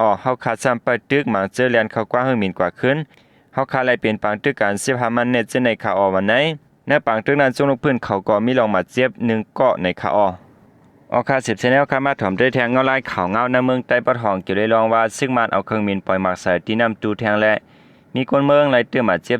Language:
Shan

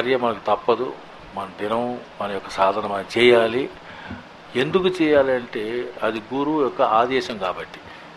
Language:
Telugu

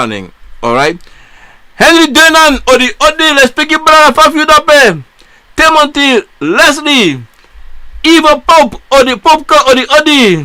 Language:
Sranan Tongo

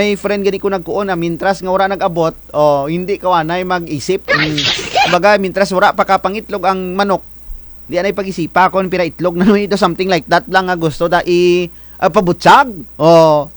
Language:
Kinaray-a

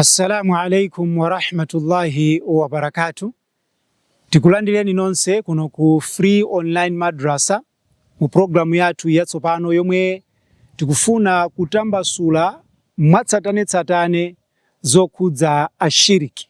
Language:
Nyanja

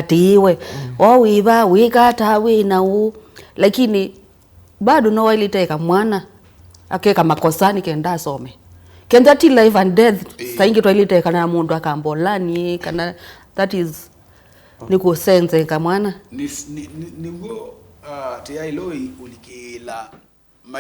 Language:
Kamba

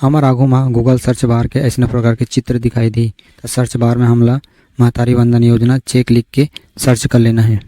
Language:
Chhattisgarhi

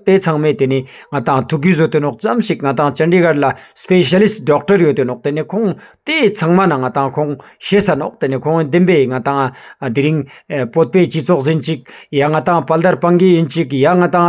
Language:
Ladakhi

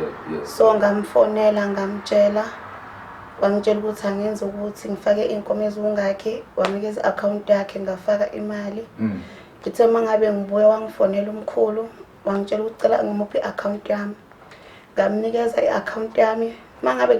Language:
Zulu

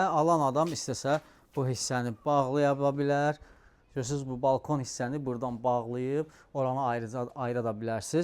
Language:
Azerbaijani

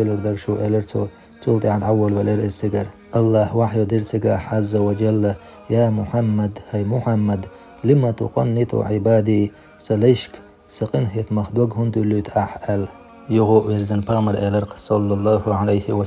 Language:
Chechen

